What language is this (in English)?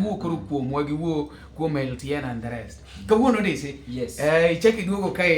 Luo (Kenya and Tanzania)